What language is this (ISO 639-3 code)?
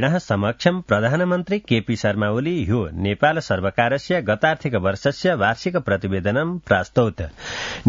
san